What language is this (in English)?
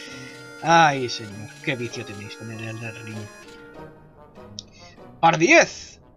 Spanish